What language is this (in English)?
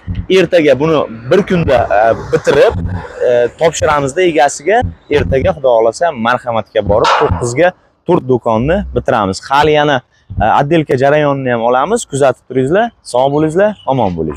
Uzbek